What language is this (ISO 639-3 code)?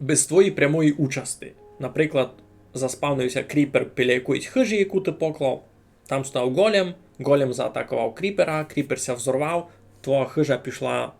rue